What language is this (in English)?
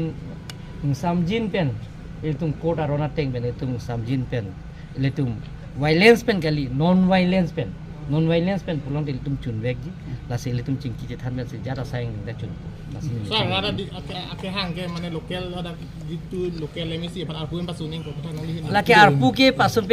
Karbi